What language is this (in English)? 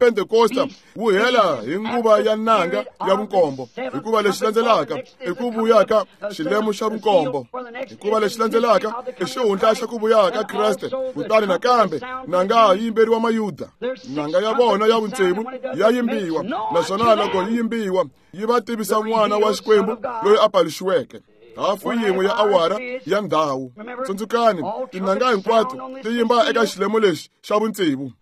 Tsonga